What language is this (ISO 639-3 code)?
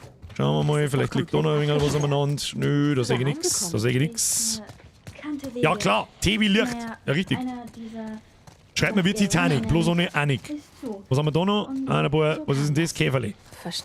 bar